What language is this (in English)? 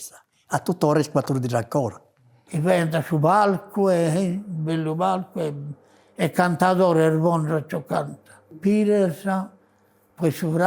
Sardinian